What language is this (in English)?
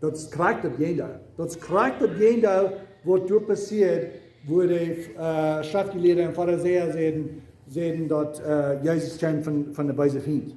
Plautdietsch